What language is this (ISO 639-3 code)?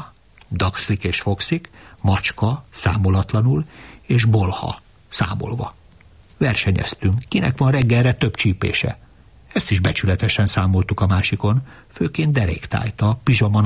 hun